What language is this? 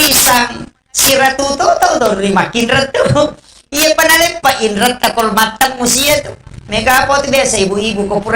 Buginese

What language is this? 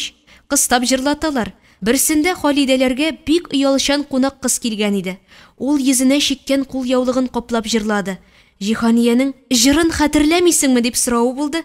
Tatar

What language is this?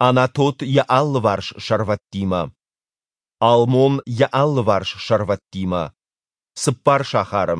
Ossetic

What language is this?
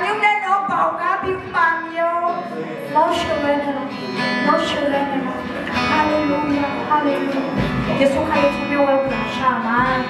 Akha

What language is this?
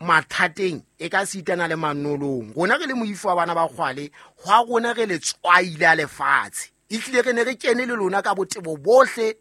Southern Sotho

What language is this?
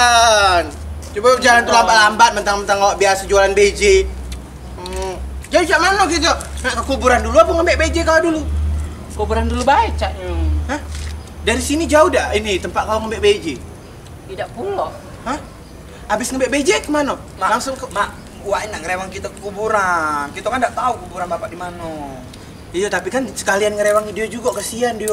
Musi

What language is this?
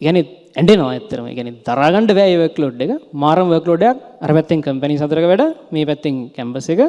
Sinhala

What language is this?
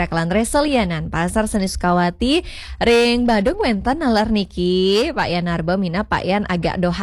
Balinese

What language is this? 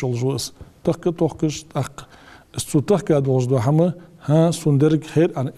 Ingush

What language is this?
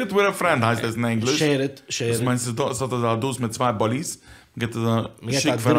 Yiddish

